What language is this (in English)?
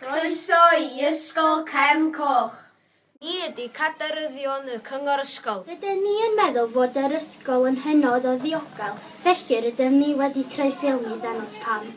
Welsh